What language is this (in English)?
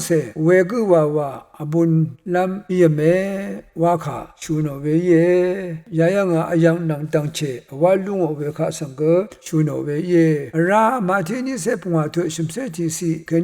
Rawang